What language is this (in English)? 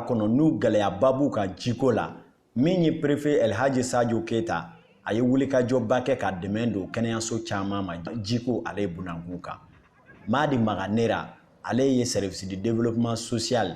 Bambara